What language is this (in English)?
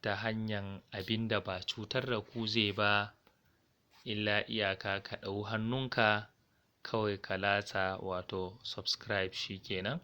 Hausa